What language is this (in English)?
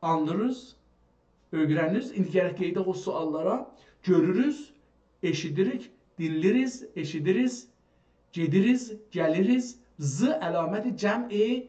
South Azerbaijani